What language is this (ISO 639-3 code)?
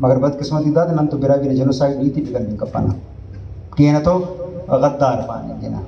brh